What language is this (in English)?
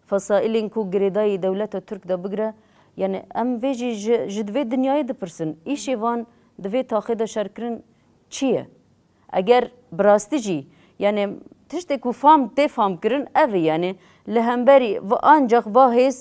Kurdish